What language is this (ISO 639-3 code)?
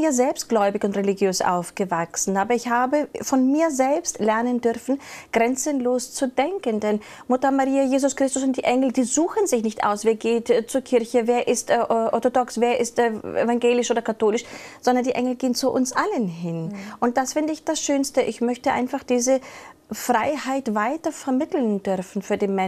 deu